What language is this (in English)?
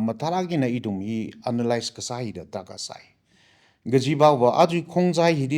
Tangkhul Naga (India)